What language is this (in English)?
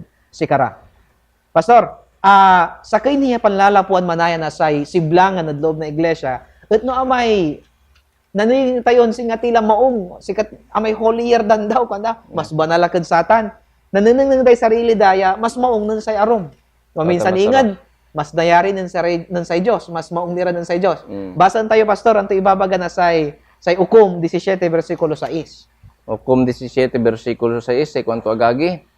Pangasinan